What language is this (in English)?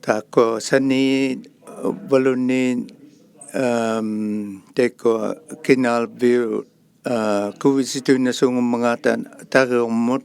Inuktitut